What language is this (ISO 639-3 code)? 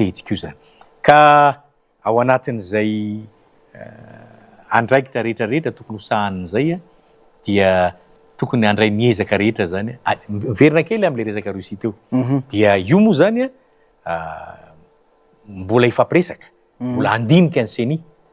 mlg